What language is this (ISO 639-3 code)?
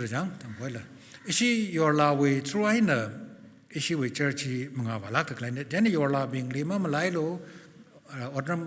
nmf